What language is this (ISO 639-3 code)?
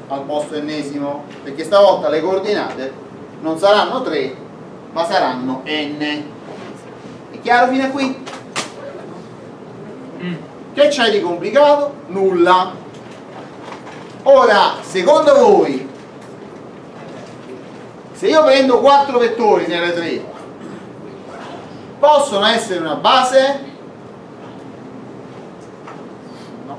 ita